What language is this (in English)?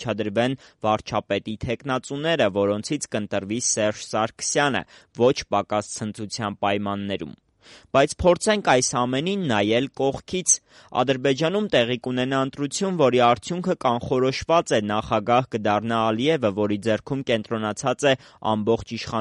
Armenian